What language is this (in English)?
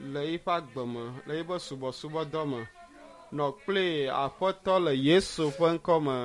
Ewe